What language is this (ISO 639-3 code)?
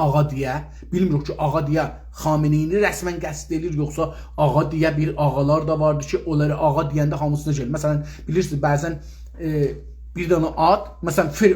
azb